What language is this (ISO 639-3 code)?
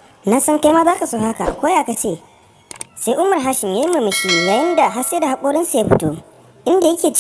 hau